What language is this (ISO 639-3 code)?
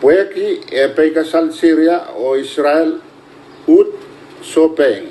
pon